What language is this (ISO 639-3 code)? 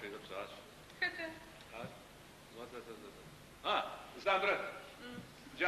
ady